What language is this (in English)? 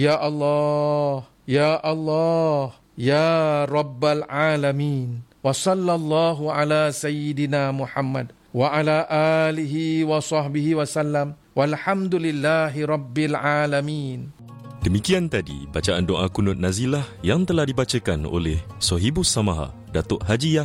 Malay